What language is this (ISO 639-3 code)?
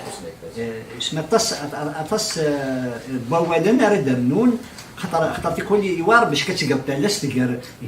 kab